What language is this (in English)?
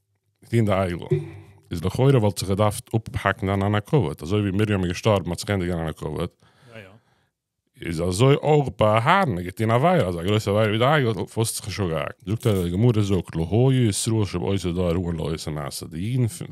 Yiddish